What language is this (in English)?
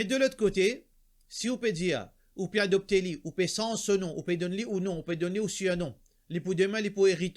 Morisyen